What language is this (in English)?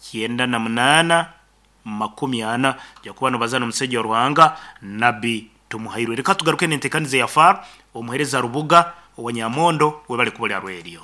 Nyankole